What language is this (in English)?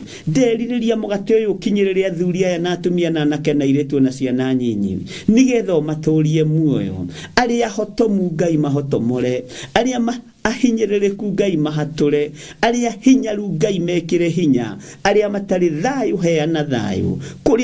Kikuyu